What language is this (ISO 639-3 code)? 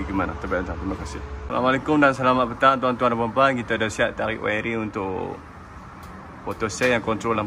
msa